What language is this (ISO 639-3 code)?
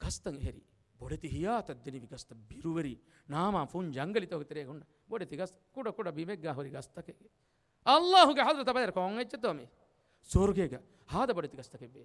div